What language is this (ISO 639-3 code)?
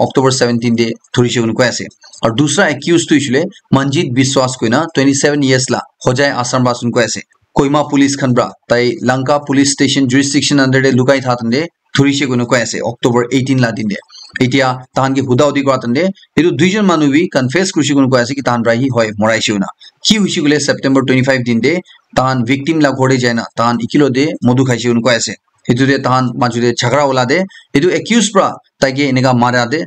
nag